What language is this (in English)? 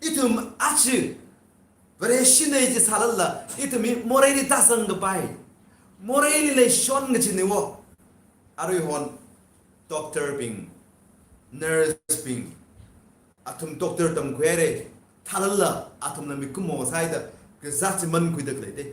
Tangkhul Naga (India)